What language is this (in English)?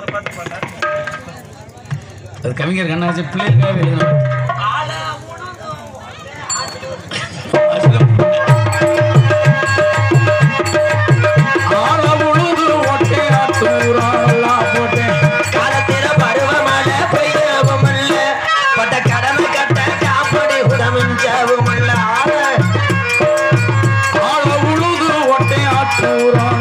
Tamil